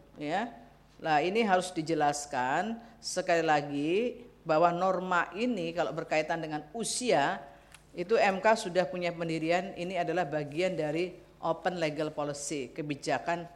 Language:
Indonesian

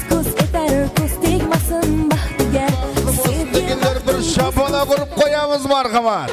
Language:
Kara-Kalpak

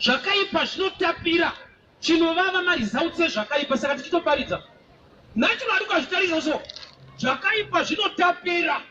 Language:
Shona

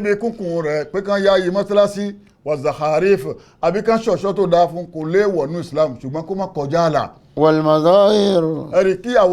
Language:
Yoruba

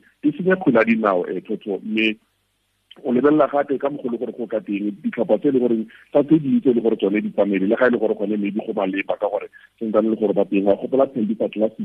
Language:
Tswana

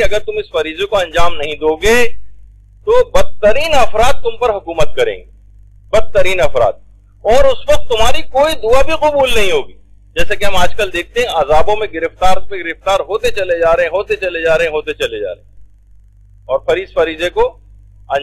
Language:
Urdu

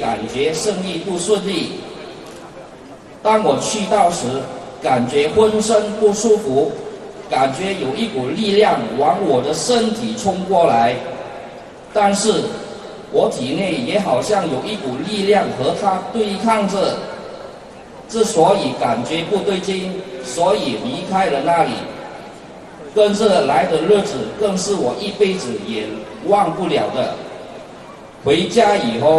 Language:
Chinese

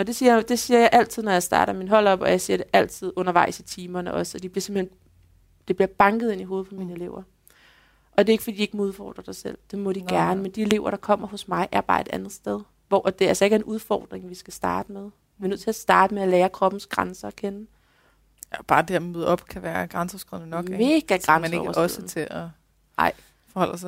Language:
Danish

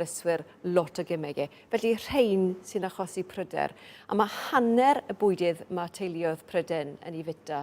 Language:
Welsh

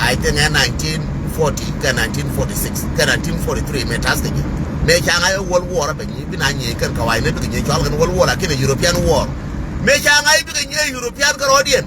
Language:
Nuer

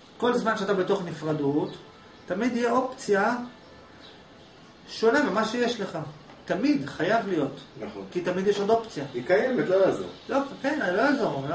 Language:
Hebrew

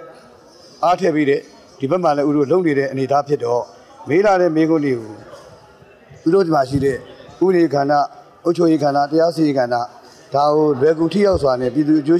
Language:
Burmese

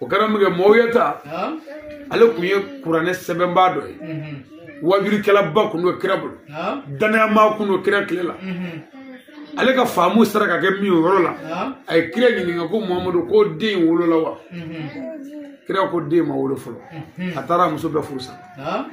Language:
Bambara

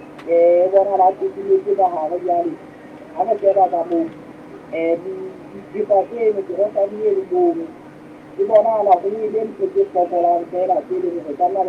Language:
Southern Sotho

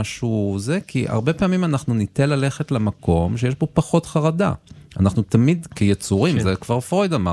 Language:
Hebrew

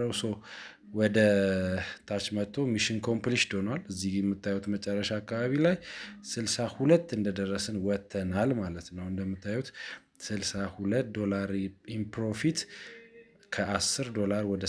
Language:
Amharic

